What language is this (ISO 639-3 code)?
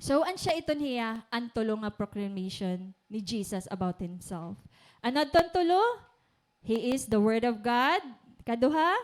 war